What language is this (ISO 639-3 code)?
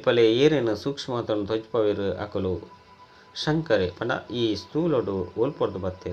tcy